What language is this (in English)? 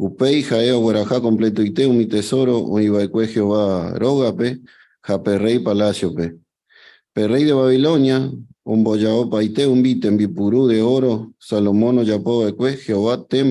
Guarani